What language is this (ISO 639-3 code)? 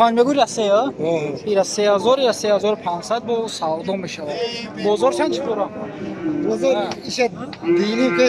tgk